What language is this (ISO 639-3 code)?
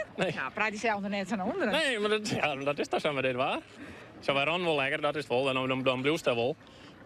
fry